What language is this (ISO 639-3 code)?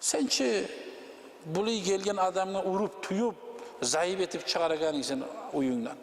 kum